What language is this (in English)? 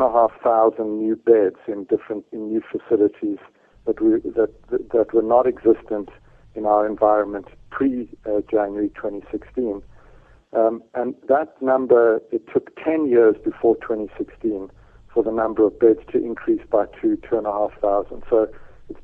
English